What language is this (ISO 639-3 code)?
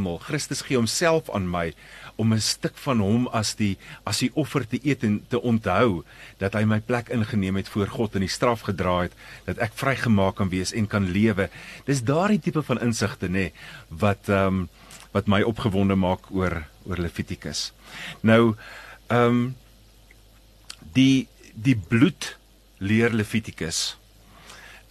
afr